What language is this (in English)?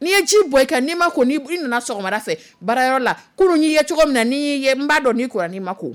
Dyula